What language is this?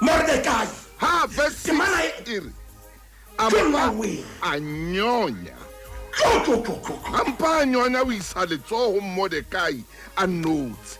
Southern Sotho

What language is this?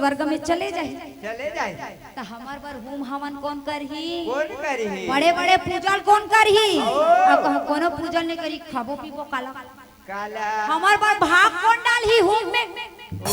Chhattisgarhi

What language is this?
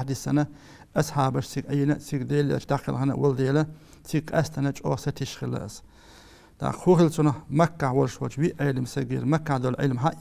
Chechen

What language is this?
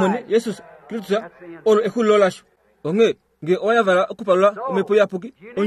Kuanyama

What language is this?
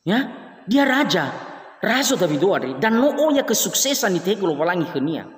Nias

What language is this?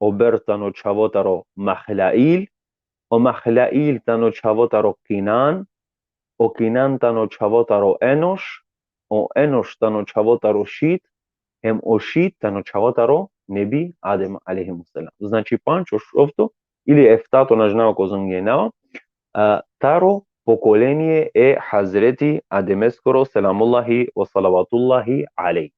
Balkan Romani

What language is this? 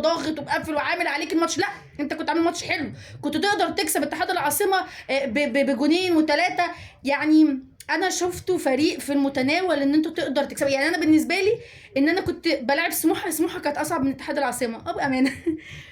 Egyptian Arabic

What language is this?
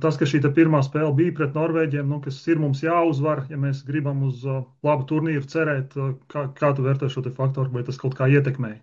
Latvian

